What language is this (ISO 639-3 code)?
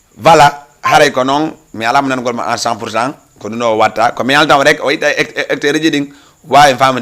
ful